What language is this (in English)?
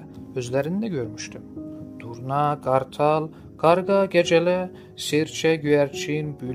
South Azerbaijani